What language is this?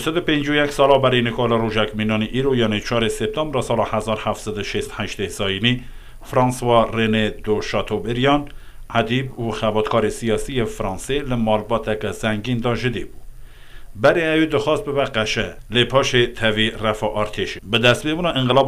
Kurdish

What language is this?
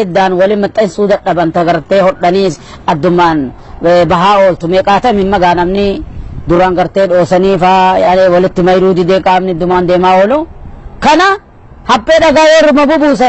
Oromo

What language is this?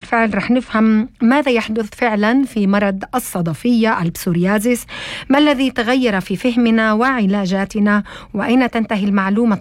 North Levantine Arabic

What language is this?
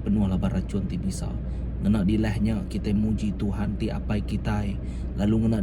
Iban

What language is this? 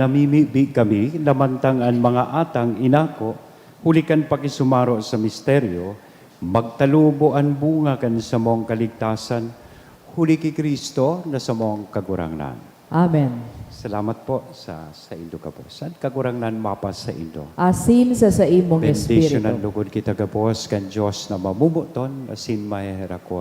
Bikol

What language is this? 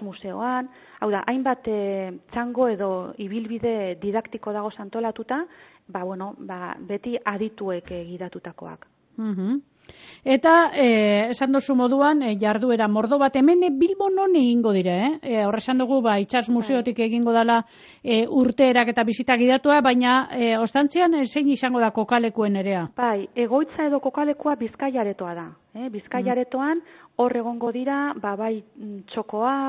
Basque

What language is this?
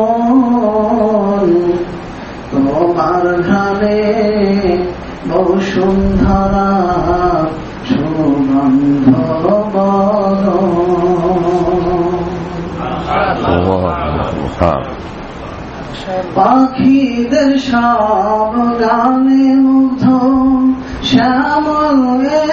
Bangla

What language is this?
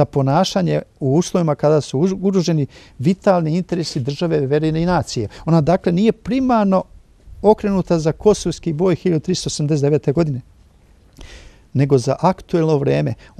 Serbian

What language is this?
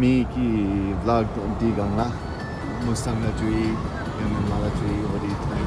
Tibetan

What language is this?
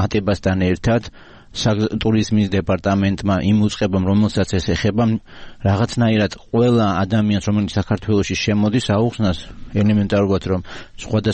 Georgian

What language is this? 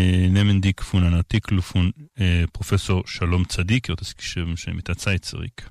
Yiddish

